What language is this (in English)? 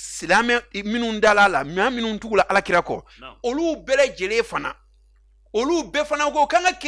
Bambara